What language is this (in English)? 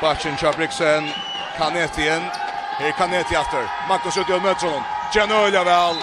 Faroese